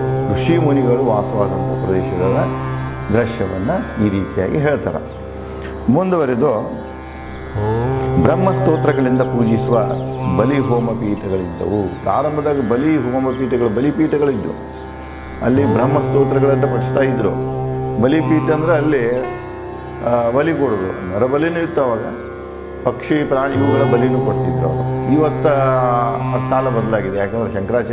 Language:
Kannada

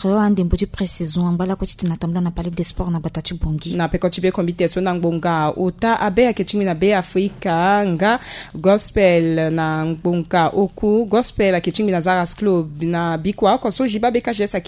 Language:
Sango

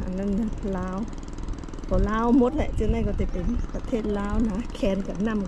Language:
Shan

